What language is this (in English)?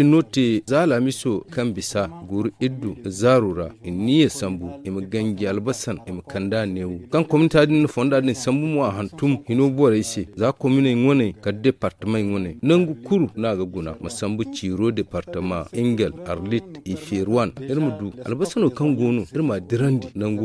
Zarma